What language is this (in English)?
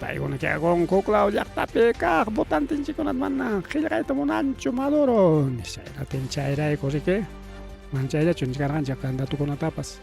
Ayacucho Quechua